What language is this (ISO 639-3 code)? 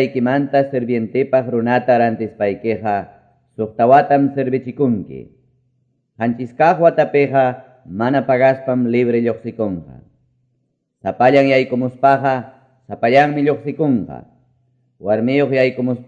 que